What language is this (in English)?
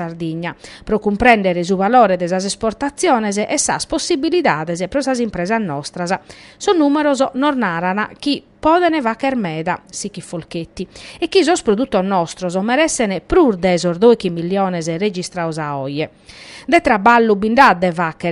Sardinian